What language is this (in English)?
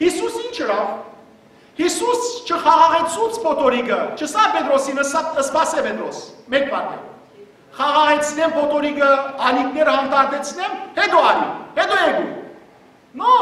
Western Armenian